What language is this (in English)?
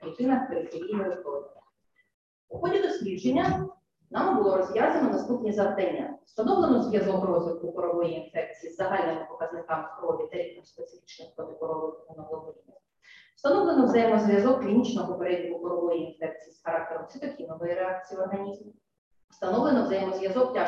Ukrainian